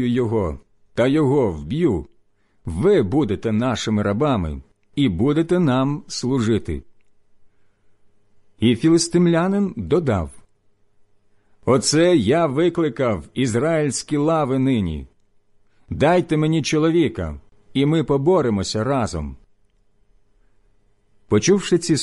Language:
Ukrainian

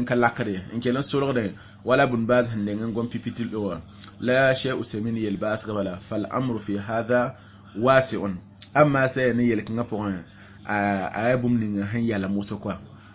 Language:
Mossi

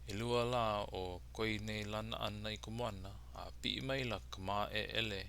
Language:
Hawaiian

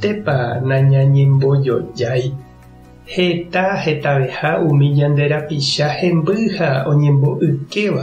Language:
Guarani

